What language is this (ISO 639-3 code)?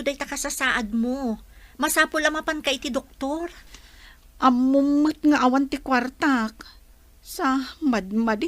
ilo